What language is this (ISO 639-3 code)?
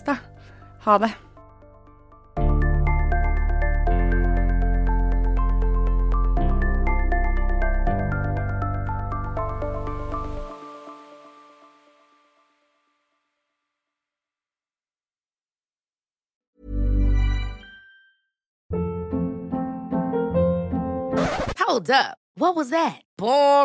nor